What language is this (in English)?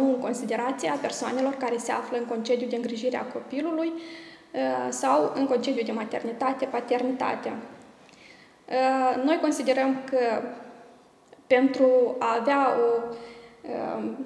Romanian